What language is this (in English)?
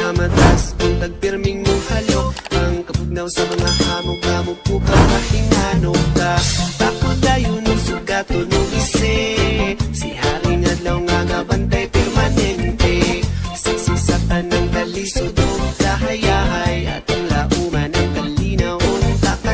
Cebuano